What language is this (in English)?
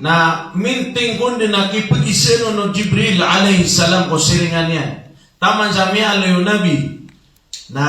Maranao